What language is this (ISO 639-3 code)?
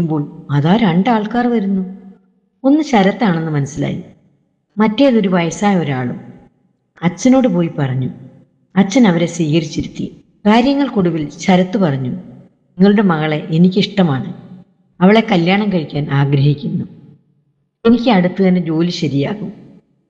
mal